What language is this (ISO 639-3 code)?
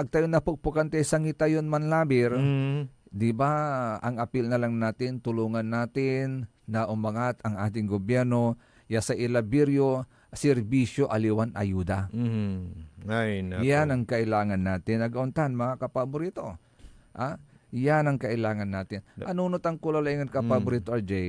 pag